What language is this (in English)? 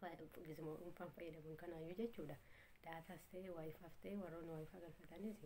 Oromo